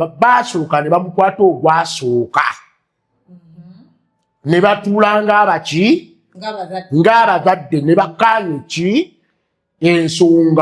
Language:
Ganda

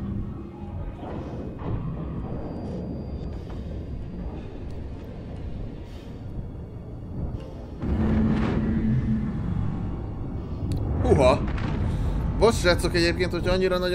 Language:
Hungarian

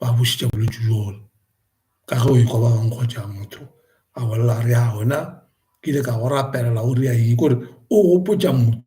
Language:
Northern Sotho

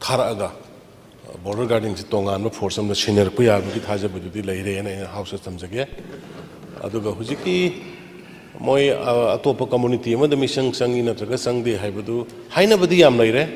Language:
Manipuri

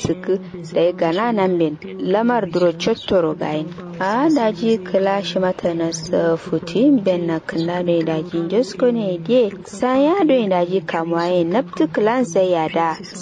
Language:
Kanuri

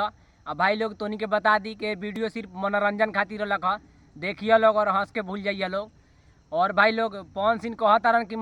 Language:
Bhojpuri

